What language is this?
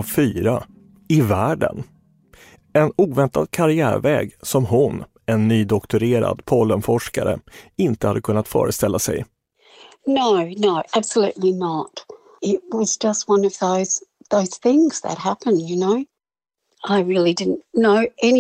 Swedish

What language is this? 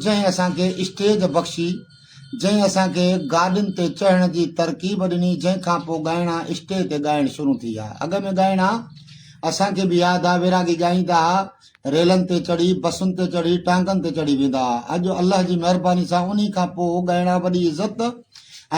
Sindhi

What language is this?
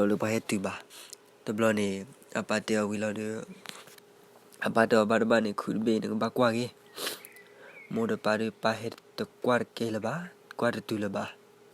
S'gaw Karen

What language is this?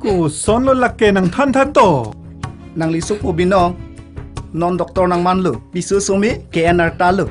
Karbi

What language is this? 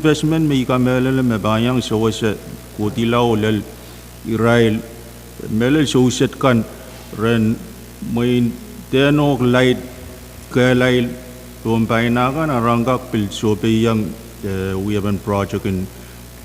Pohnpeian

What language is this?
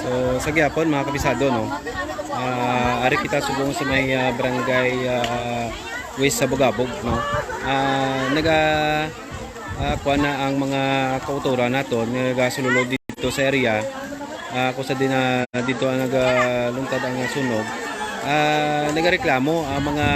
Hiligaynon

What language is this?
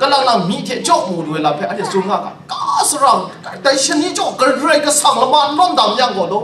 Kachin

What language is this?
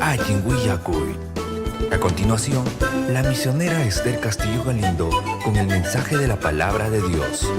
Ayacucho Quechua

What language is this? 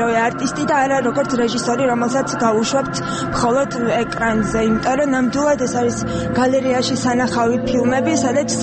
Georgian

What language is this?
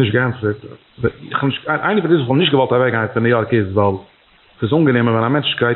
Yiddish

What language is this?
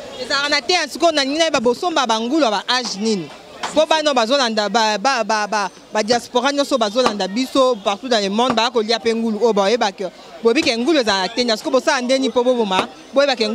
Lingala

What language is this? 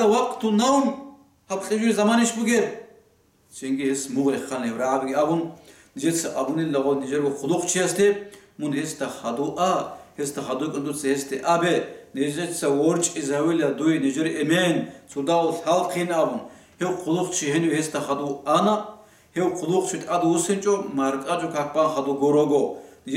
Avaric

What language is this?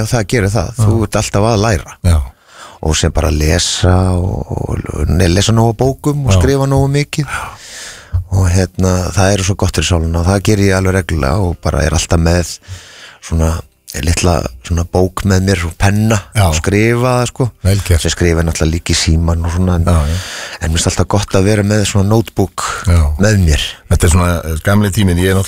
Icelandic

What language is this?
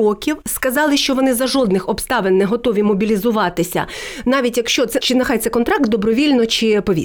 Ukrainian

